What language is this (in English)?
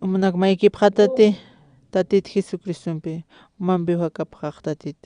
Aymara